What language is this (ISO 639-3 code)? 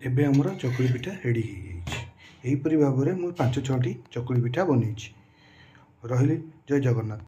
ori